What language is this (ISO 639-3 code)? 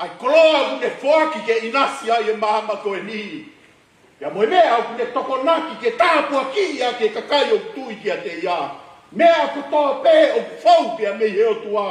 ton